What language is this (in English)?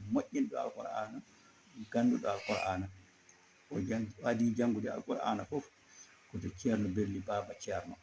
Fula